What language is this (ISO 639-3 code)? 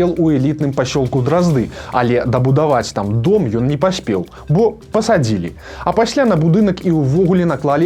bel